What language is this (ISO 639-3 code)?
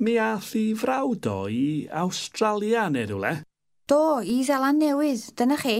cym